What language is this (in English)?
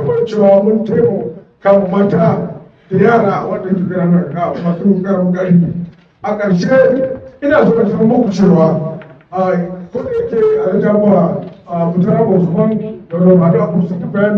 Hausa